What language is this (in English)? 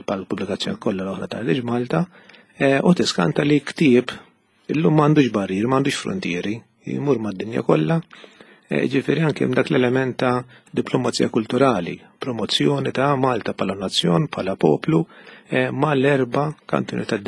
Maltese